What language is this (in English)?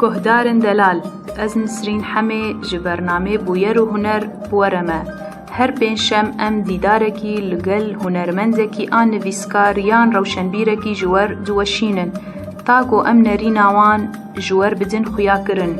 Kurdish